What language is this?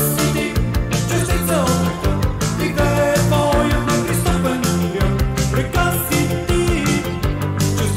Bulgarian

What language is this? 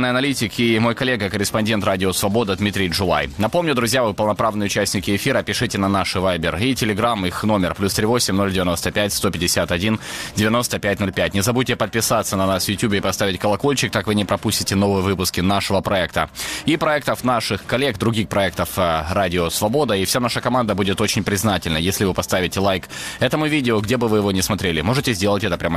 Russian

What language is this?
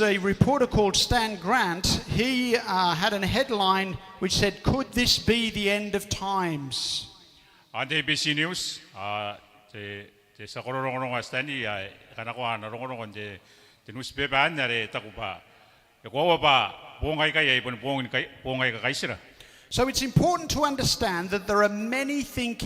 Gilbertese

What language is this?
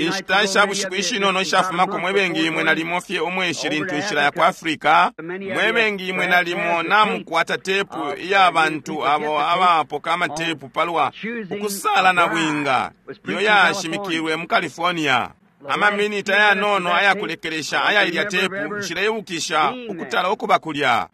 Bemba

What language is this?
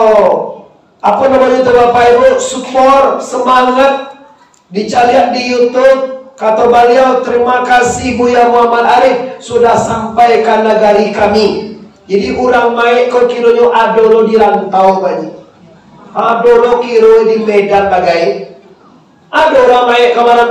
Minangkabau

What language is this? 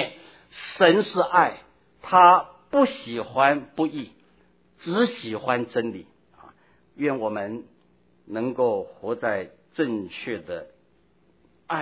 Chinese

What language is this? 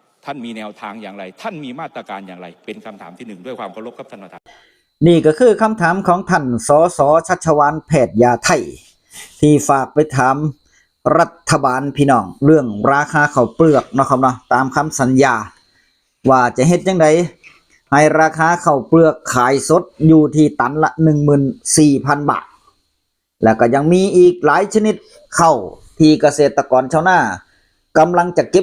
Northeastern Thai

